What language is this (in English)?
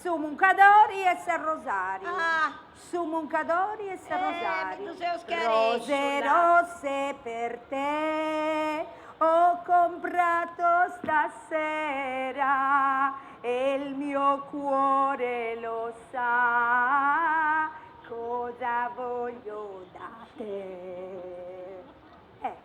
Sardinian